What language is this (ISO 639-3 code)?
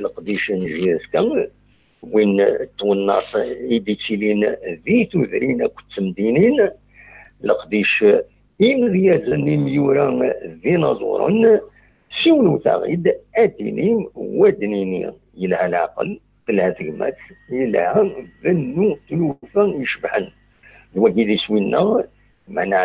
kab